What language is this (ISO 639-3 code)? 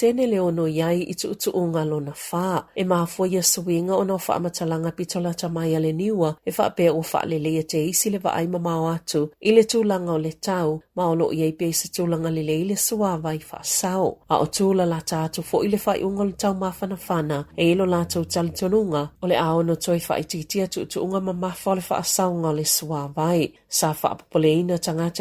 smo